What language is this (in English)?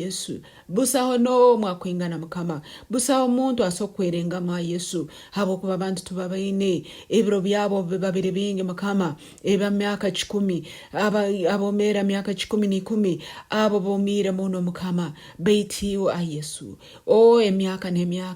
Nyoro